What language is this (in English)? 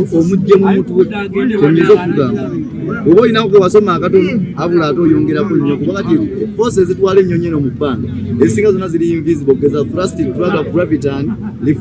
Ganda